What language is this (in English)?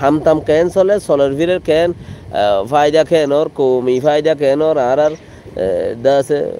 Rohingya